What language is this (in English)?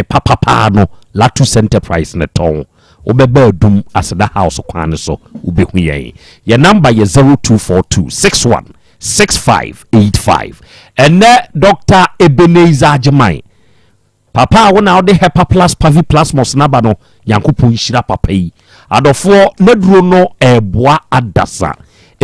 Akan